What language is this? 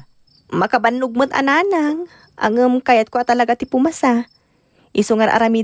Iloko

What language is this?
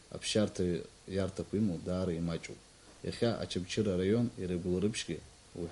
Abkhazian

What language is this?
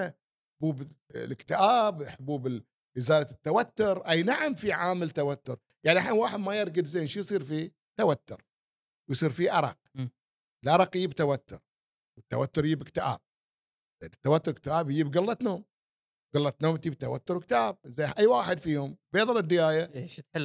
Gulf Arabic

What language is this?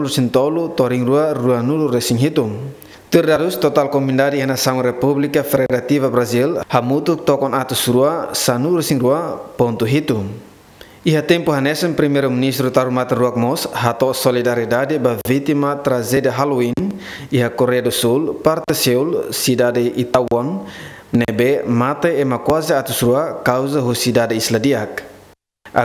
Tetum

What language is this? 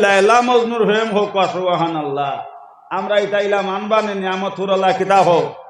Sylheti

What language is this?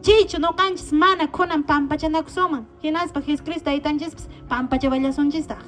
Quechua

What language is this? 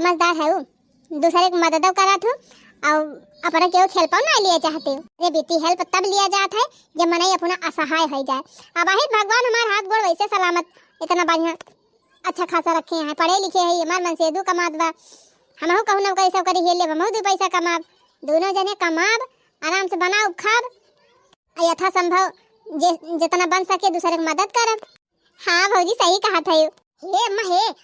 Awadhi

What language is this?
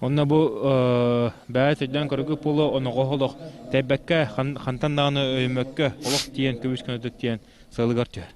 Yakut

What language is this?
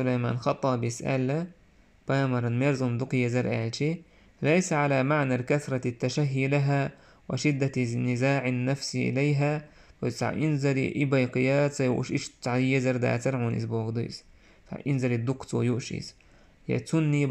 Chechen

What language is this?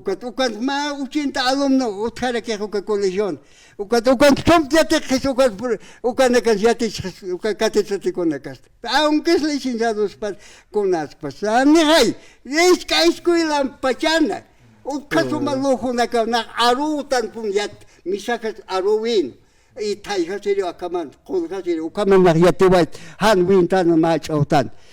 Aymara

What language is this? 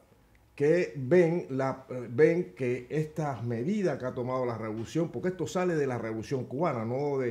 Spanish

